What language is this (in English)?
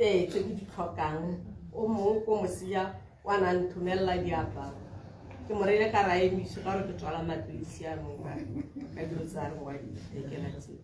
Tswana